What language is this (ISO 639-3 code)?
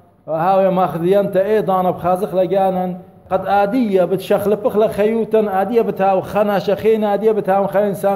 aii